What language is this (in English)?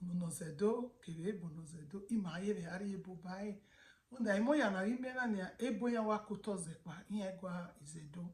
Bini